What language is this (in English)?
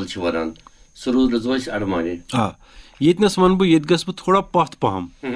Kashmiri